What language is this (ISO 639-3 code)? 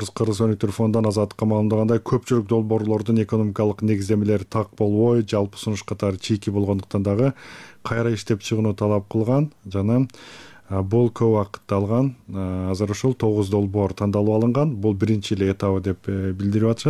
kir